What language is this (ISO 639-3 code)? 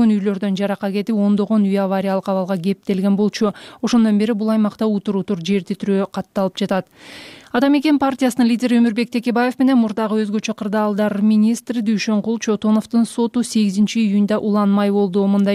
kir